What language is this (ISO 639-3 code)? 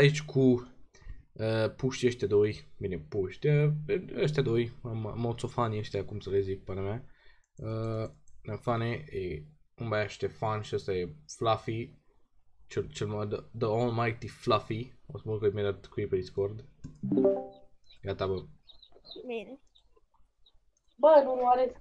ron